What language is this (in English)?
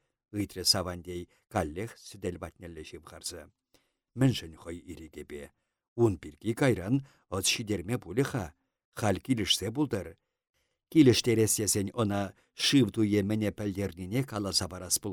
Chuvash